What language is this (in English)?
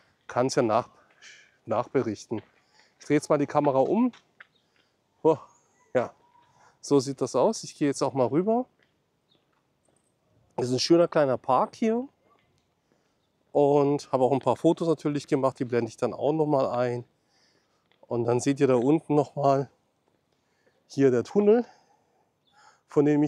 German